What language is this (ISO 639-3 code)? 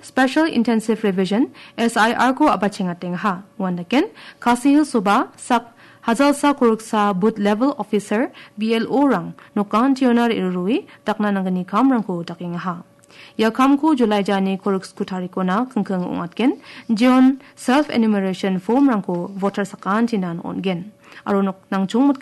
grt